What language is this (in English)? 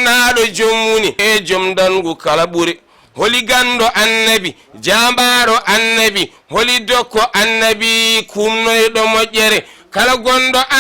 Fula